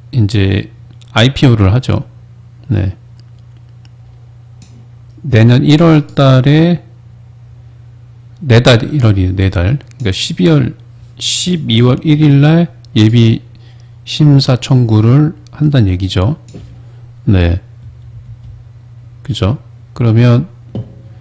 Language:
Korean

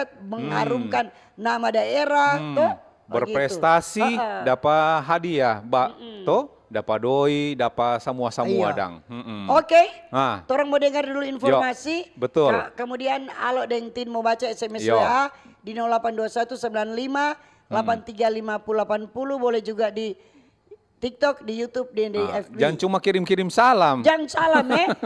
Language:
Manado Malay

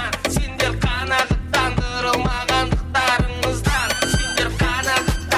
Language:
Kara-Kalpak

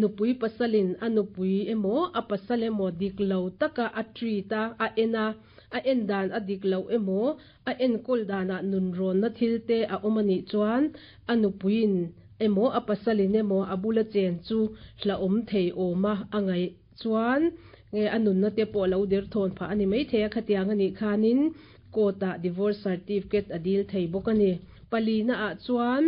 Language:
Mizo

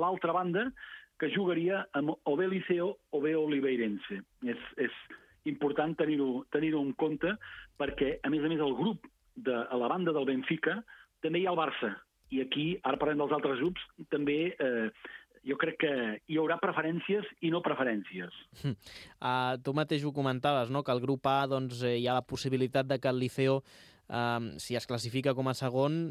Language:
Catalan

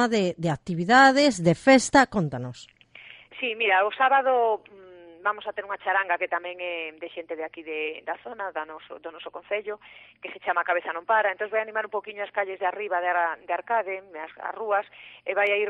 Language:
Galician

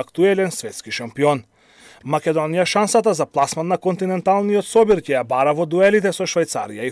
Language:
Macedonian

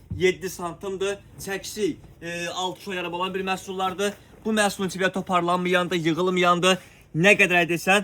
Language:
Azerbaijani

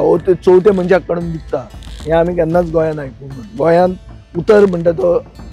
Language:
Konkani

